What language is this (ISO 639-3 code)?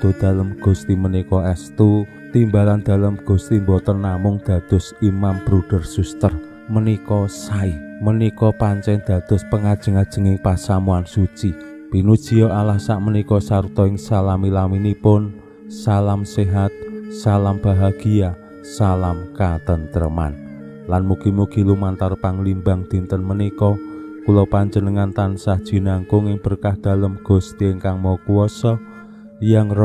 jav